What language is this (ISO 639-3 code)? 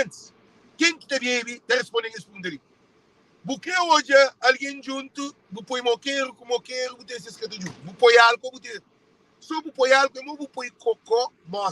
kea